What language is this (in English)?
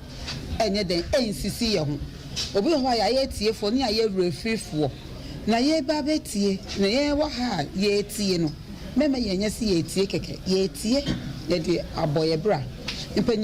Akan